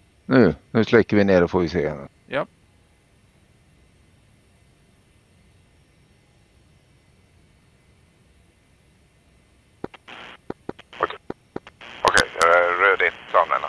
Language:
Swedish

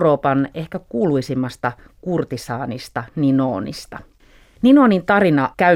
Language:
Finnish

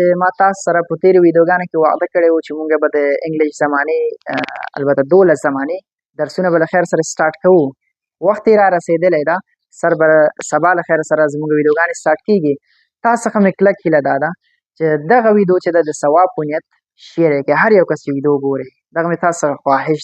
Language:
Pashto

